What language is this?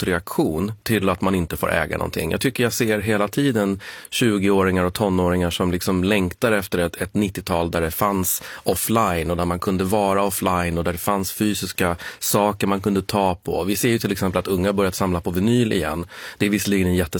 Swedish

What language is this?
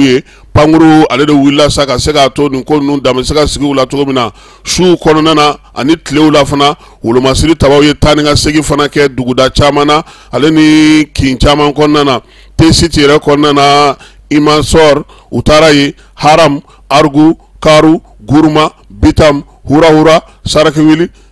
Bambara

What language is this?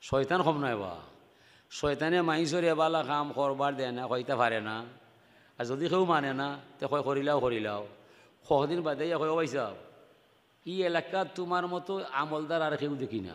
Sylheti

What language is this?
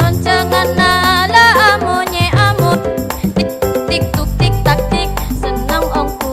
Madurese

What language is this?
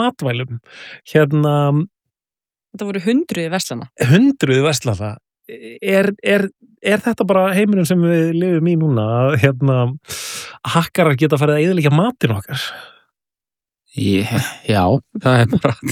Icelandic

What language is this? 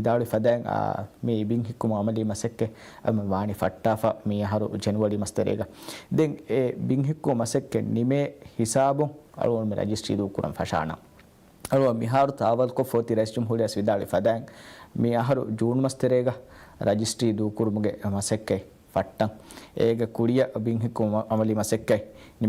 Divehi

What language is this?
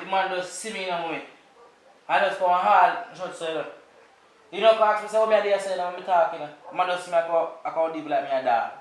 Jamaican Creole English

